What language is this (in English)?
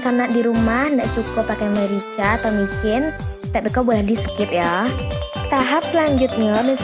Minangkabau